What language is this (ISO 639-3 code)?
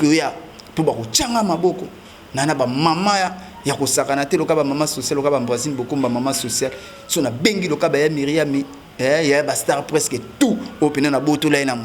lin